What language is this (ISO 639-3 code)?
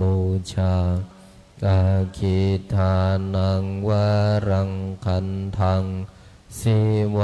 pli